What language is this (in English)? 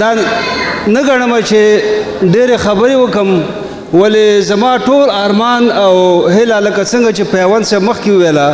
Pashto